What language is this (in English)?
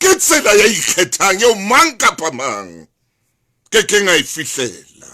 Southern Sotho